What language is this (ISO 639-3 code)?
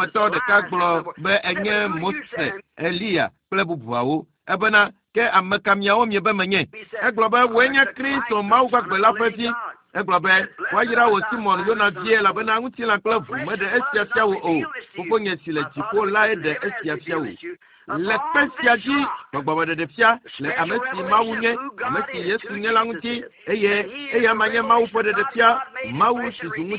ewe